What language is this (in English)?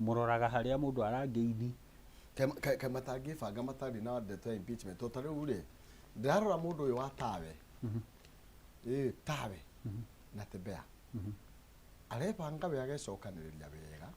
Kikuyu